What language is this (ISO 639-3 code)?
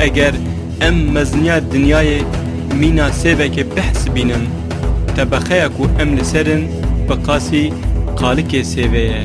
kur